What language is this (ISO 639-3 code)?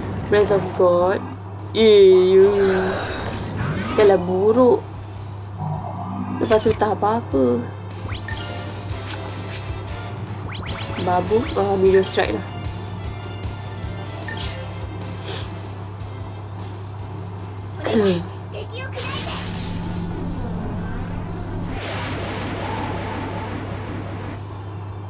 msa